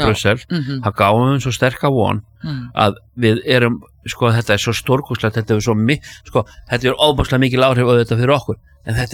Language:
Icelandic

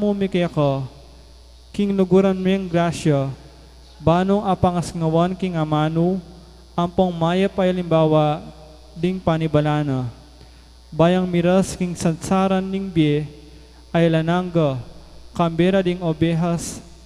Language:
Pampanga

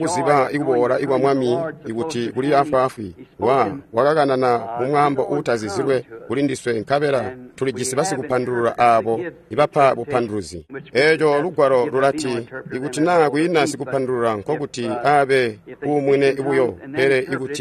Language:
Tonga (Zambia)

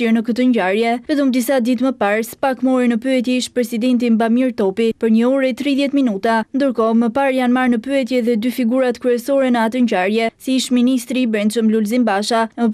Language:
Albanian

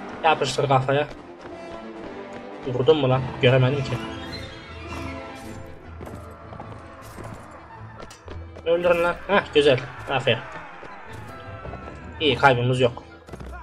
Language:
Turkish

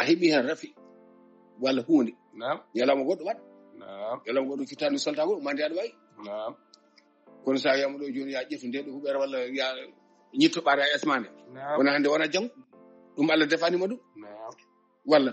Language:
Fula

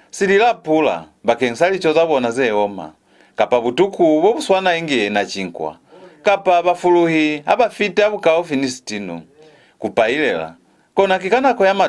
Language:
Lozi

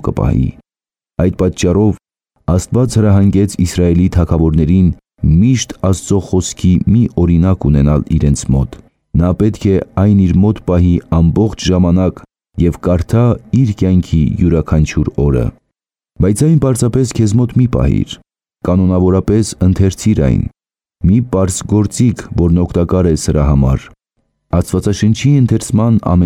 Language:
Armenian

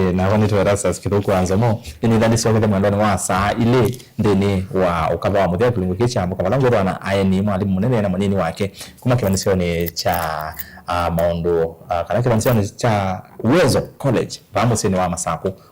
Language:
Kamba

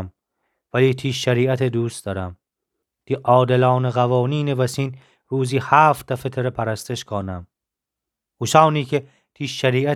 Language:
Gilaki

